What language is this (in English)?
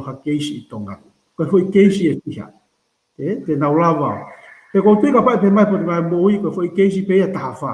Tongan